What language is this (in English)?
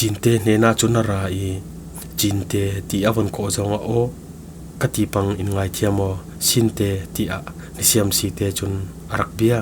Falam Chin